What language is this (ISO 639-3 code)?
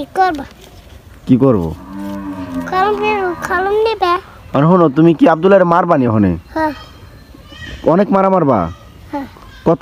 ben